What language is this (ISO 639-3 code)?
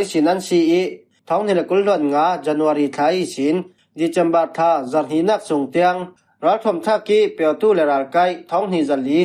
cfm